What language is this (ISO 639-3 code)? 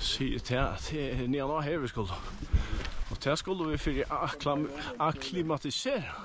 fao